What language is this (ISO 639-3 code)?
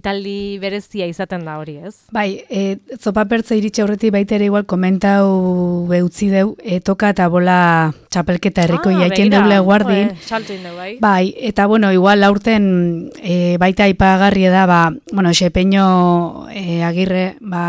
eus